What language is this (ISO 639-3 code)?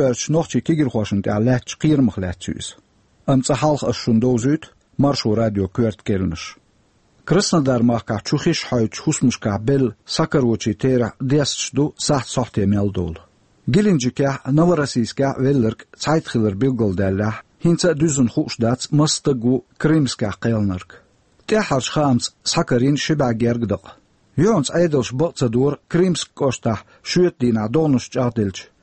che